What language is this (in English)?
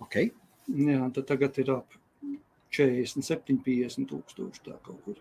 Latvian